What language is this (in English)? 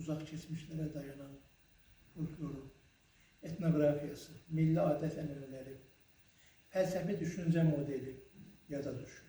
Azerbaijani